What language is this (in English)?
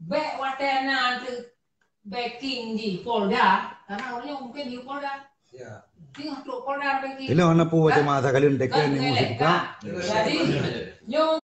Achinese